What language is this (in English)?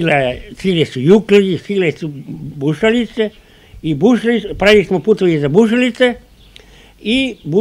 Serbian